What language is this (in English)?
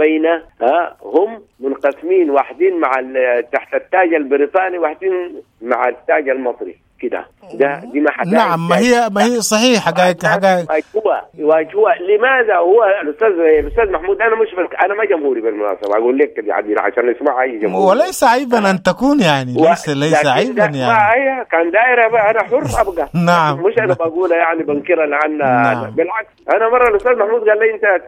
Sudanese Arabic